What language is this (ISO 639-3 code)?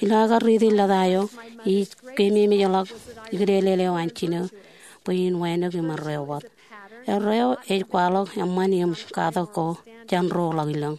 mah